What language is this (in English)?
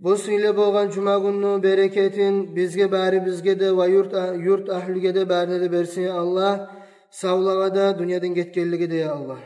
Kumyk